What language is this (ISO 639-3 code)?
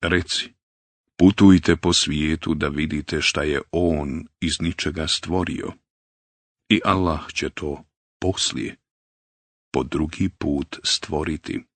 bos